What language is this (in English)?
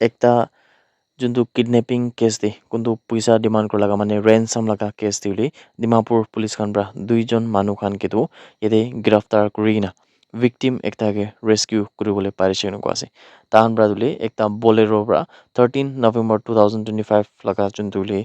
Naga Pidgin